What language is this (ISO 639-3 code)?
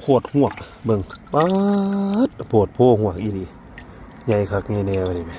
tts